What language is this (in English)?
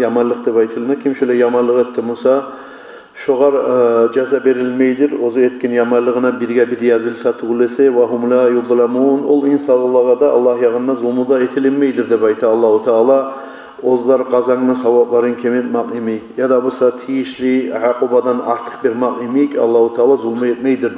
Kumyk